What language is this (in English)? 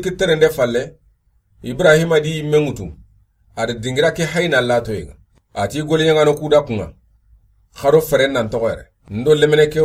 Soninke